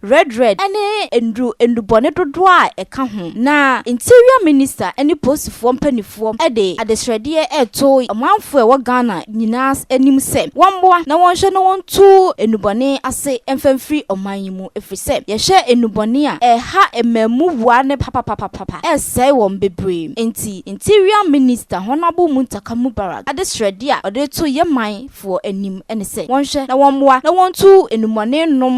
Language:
Akan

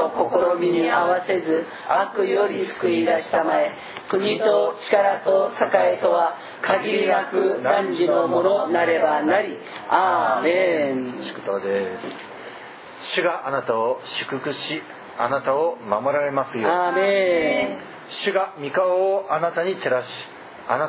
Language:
Japanese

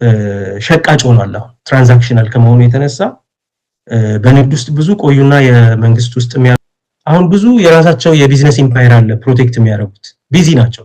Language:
Amharic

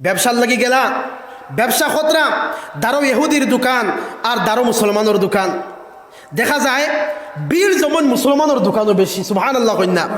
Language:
Sylheti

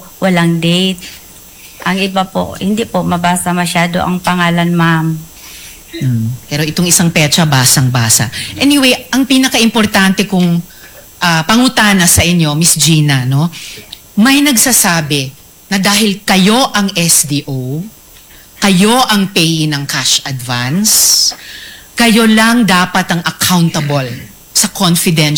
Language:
Filipino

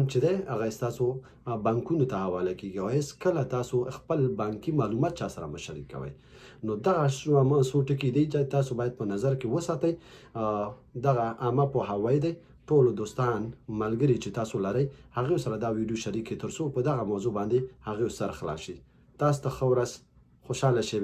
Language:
Pashto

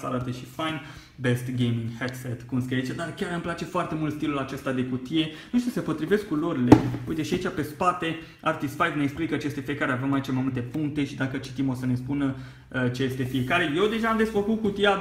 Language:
Romanian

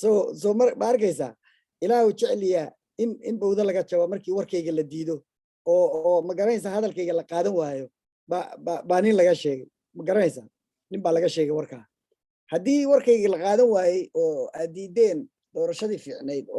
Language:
Somali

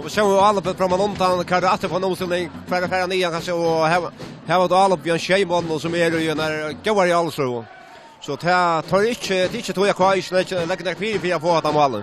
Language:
Faroese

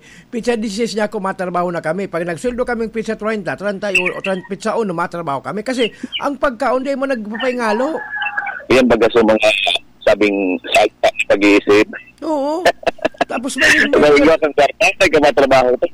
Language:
Bikol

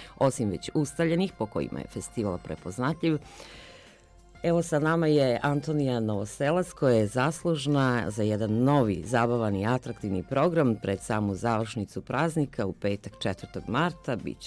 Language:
Croatian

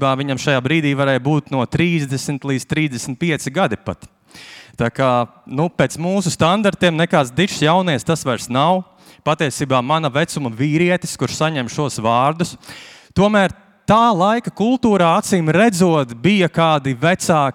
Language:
Latvian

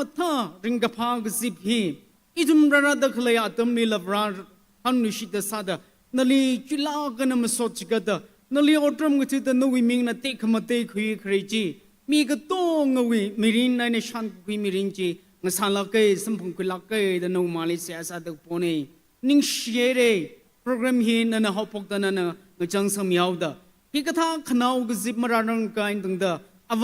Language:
Tangkhul Naga (India)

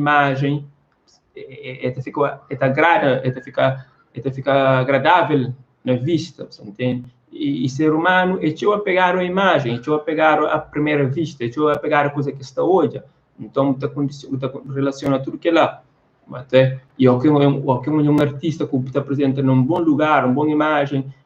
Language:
Kabuverdianu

